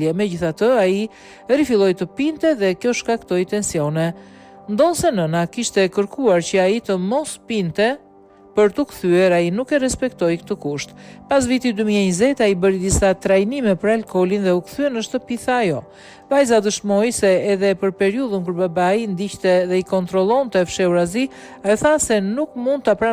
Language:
Albanian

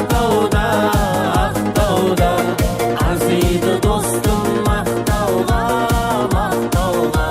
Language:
Kara-Kalpak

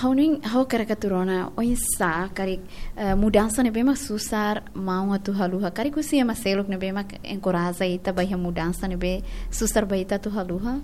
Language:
Tetum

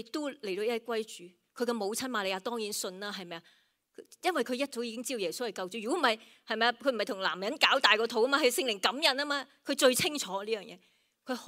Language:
Cantonese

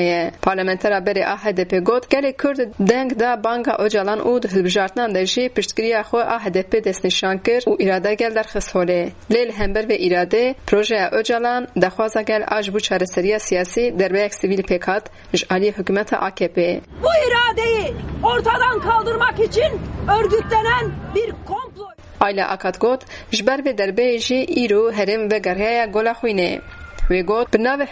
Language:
Kurdish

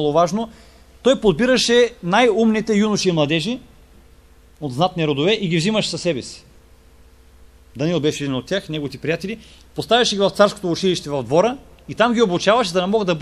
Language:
Bulgarian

